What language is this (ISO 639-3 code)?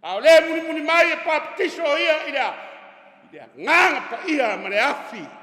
smo